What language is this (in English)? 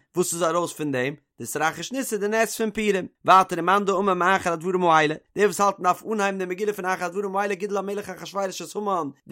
Yiddish